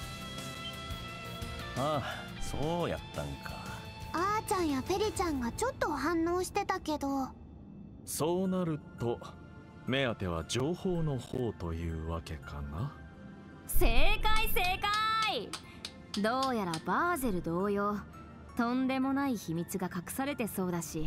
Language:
Japanese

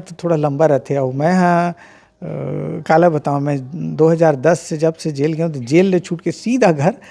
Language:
Chhattisgarhi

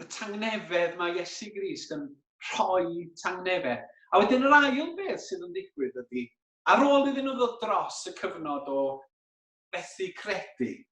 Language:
Welsh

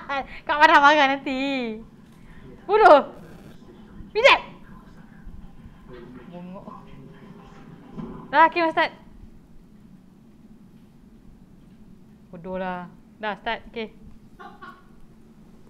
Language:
Malay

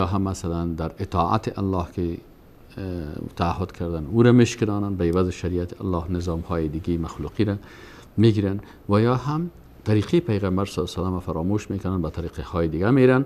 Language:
Persian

